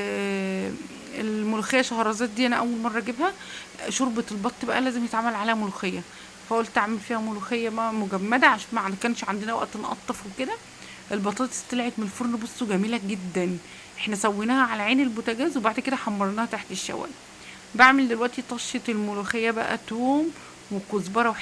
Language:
Egyptian Arabic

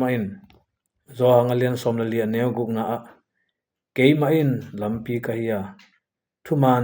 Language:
Tedim Chin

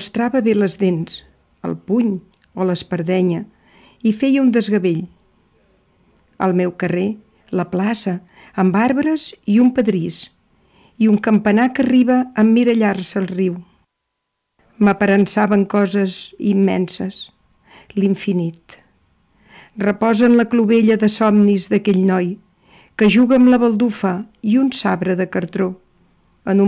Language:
Catalan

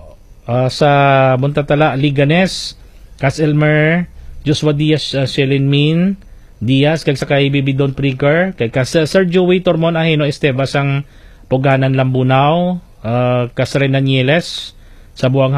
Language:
Hiligaynon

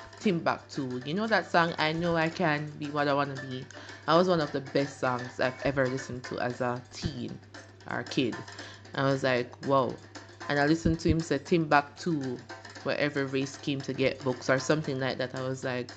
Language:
Jamaican Creole English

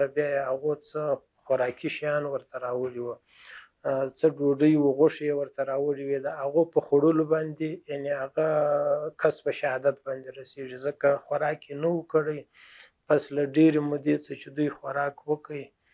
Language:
Pashto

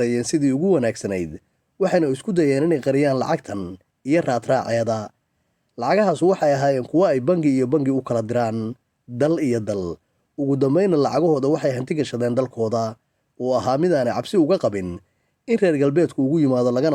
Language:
Somali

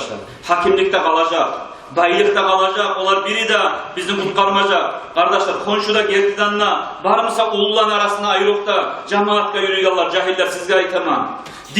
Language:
Kumyk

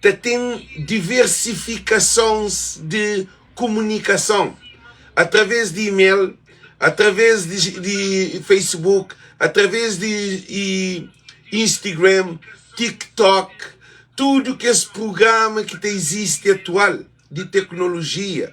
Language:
Kabuverdianu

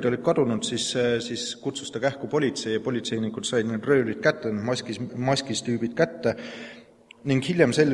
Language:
Estonian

